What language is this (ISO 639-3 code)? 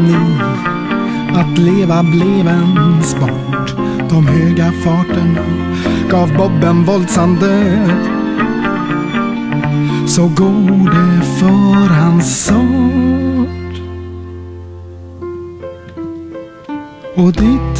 swe